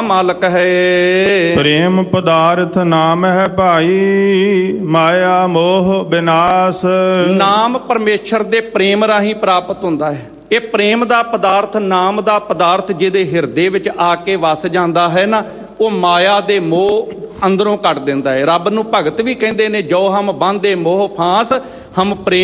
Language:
Punjabi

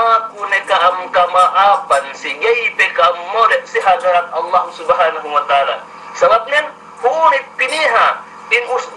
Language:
Yakan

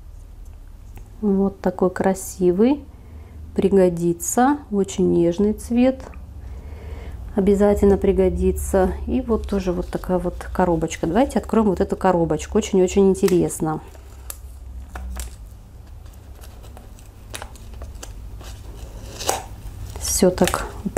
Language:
Russian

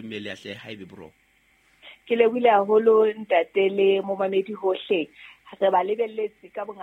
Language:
Southern Sotho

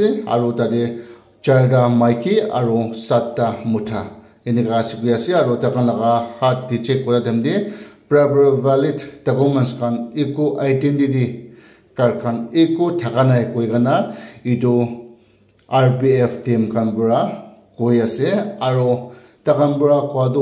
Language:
Naga Pidgin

